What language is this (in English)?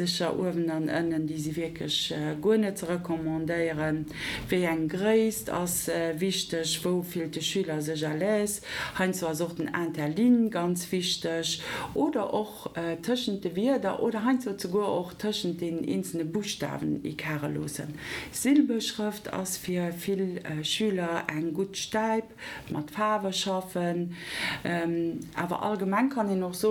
Luxembourgish